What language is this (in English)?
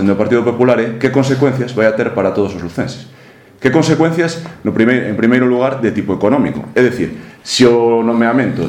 Galician